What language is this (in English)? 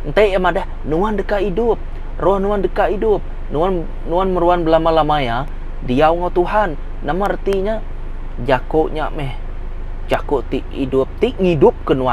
Iban